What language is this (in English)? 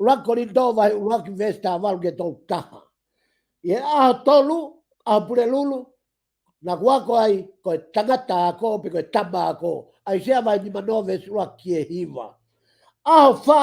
Tongan